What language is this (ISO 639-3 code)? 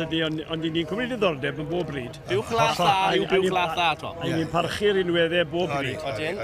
cym